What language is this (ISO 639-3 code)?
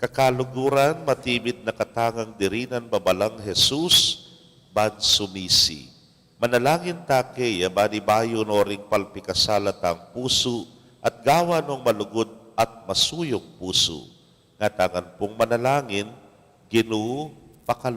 pam